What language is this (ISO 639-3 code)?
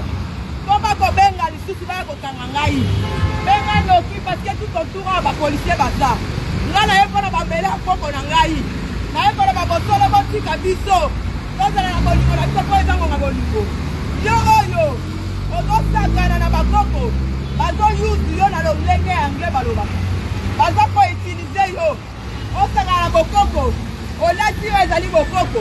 lin